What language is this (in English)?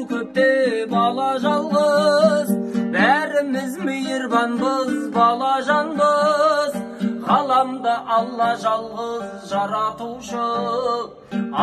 Kazakh